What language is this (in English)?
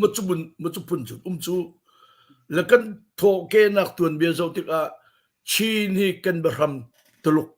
Hakha Chin